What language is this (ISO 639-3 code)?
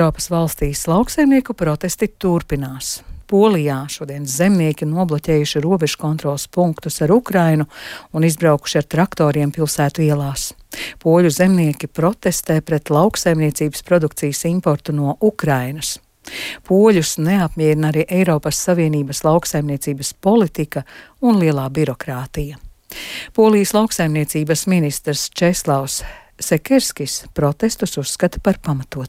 lav